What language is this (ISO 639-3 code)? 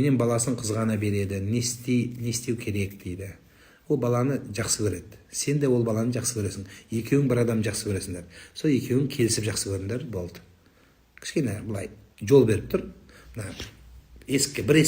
kaz